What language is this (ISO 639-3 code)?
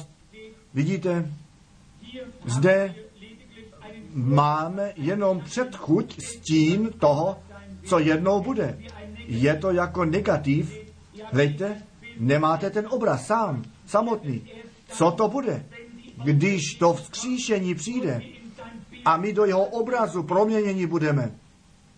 ces